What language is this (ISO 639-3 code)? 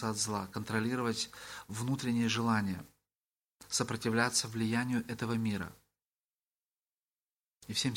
rus